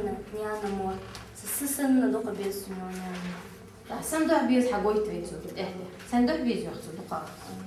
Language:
Ingush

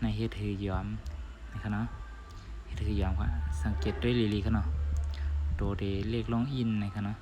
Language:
Shan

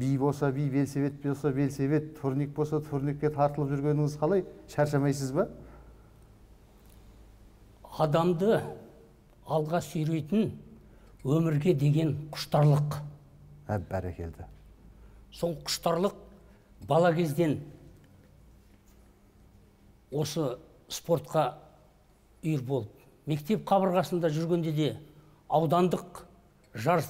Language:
Kazakh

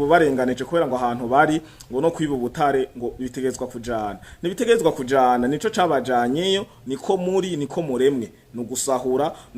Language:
Rundi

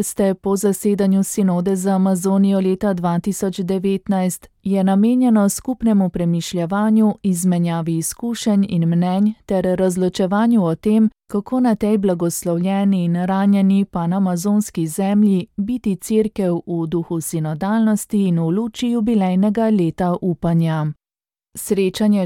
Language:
Slovenian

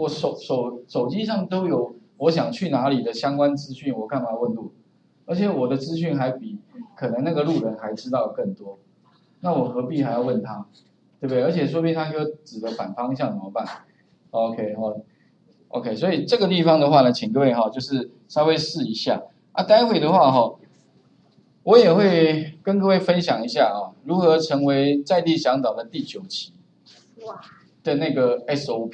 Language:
Chinese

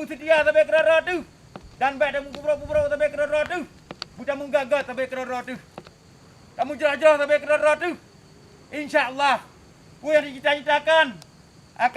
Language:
Achinese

